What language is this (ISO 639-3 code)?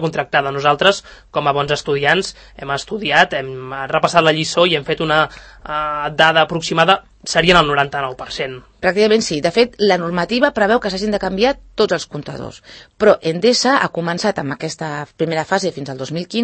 cat